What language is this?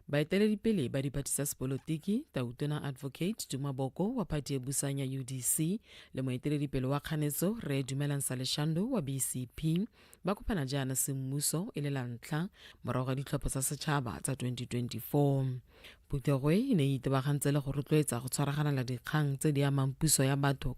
Tswana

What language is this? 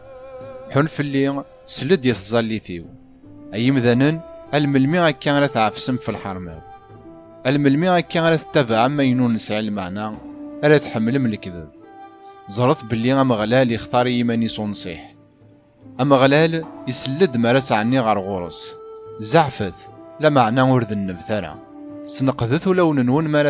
Kabyle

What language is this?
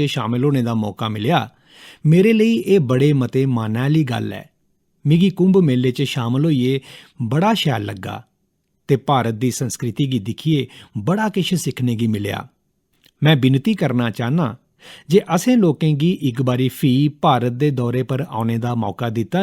Dogri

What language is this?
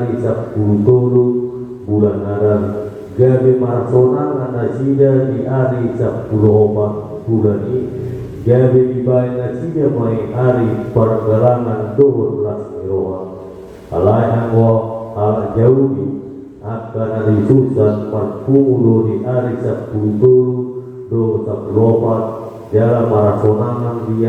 Batak Toba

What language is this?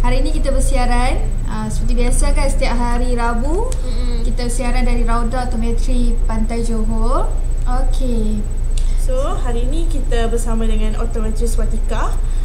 Malay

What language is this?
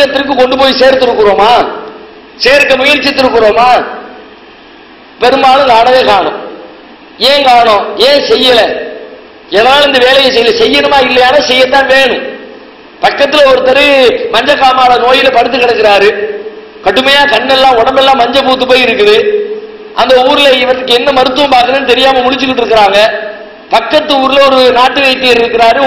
Tamil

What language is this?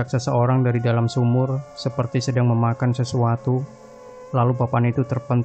Indonesian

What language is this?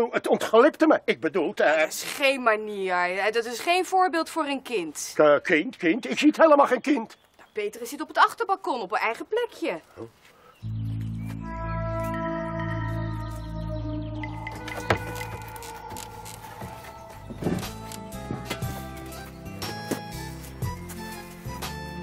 Dutch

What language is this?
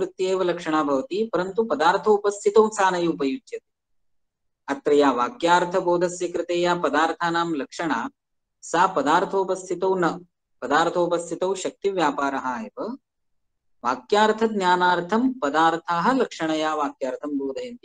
Sanskrit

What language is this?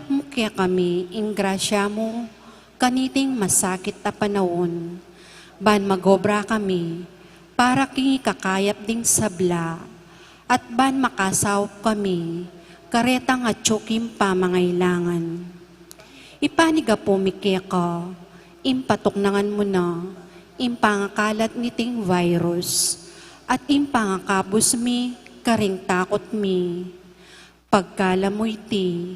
Pampanga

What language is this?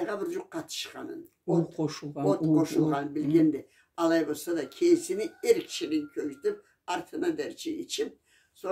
Karachay-Balkar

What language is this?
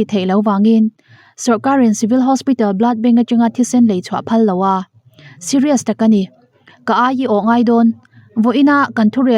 Mizo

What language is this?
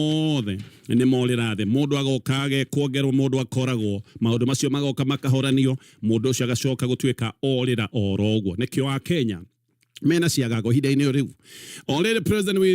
Kikuyu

